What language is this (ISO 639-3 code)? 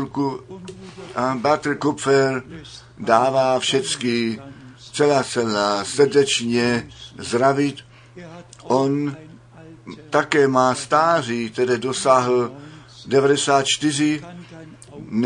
ces